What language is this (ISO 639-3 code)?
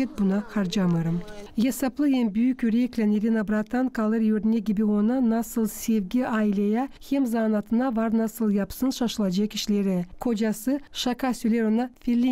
gag